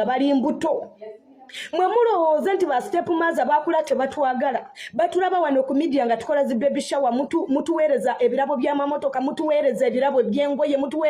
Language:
Ganda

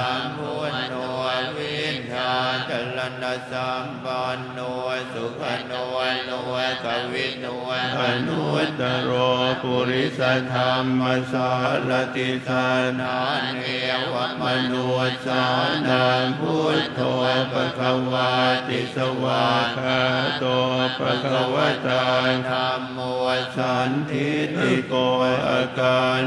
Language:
Pali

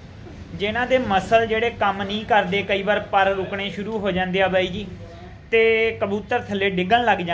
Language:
Punjabi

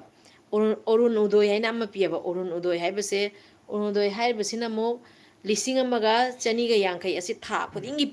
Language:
Manipuri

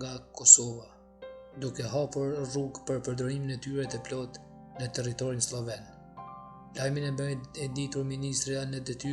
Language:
Albanian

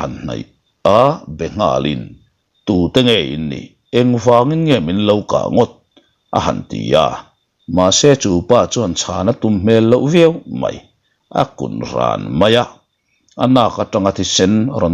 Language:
Mizo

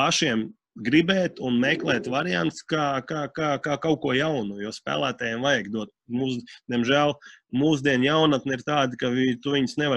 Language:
Latvian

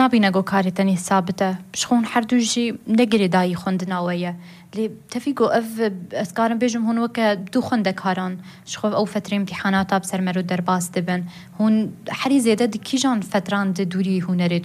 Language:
Kurdish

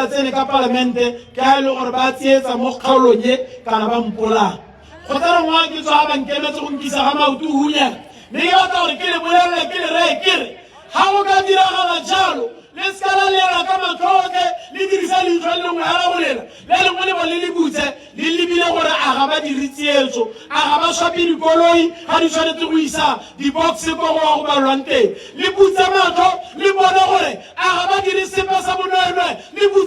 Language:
Tswana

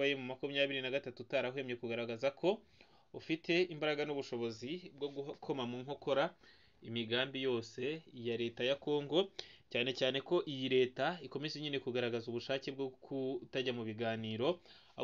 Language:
Kinyarwanda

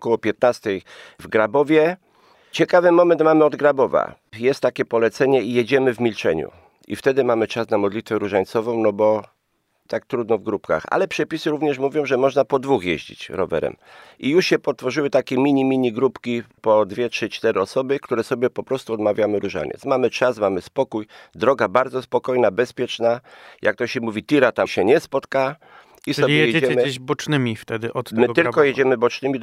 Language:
Polish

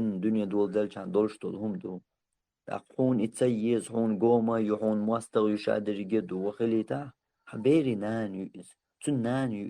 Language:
Chechen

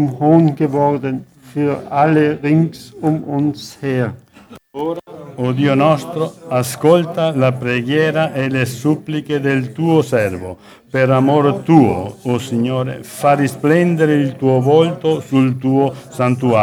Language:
Italian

